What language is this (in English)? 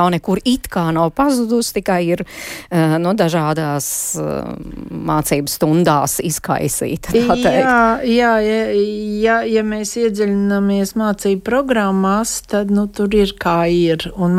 Latvian